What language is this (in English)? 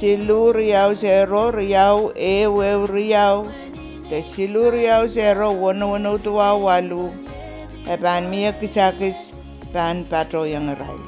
Pohnpeian